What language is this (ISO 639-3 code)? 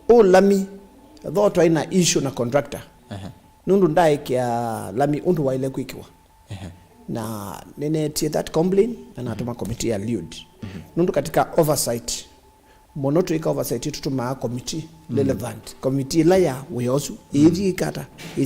kam